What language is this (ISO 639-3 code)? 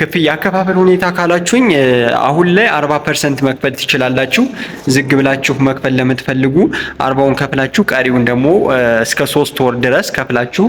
amh